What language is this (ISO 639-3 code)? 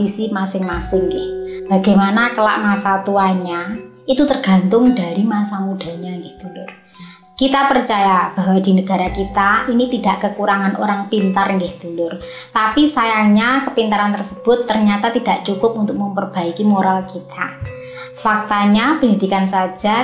ind